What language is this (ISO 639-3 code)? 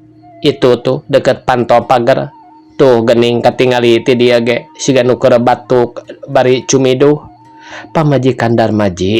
sun